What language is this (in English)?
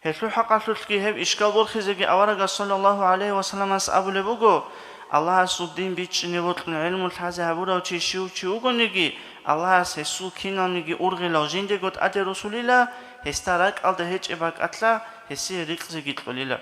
Avaric